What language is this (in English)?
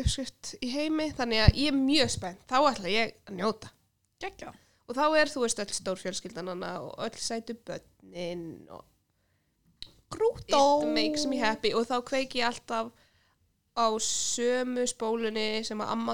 Icelandic